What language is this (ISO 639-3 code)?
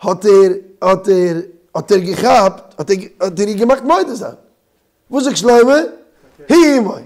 yid